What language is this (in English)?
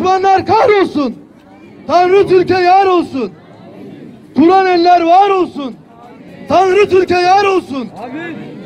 Turkish